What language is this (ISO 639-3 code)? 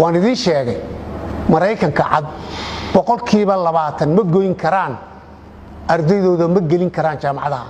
som